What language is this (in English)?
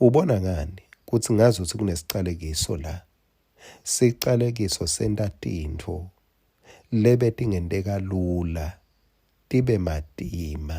Swati